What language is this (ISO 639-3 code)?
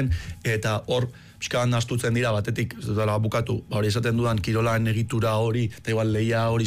eus